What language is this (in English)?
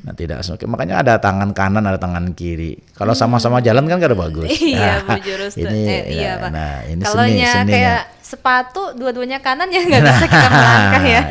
Banjar